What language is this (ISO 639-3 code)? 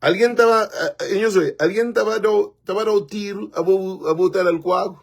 kea